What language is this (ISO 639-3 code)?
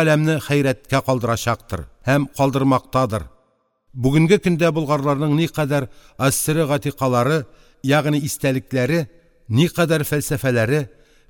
tat